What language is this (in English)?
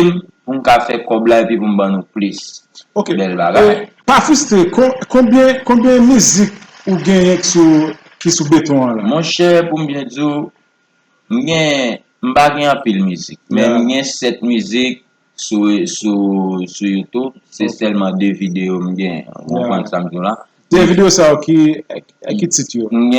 Haitian Creole